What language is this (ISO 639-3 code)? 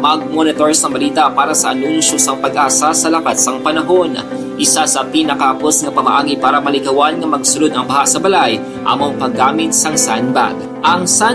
hil